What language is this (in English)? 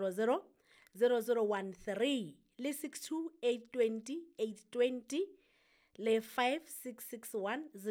Southern Sotho